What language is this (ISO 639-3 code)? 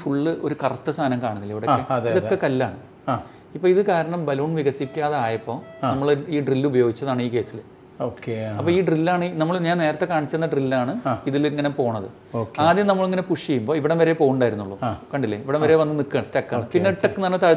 mal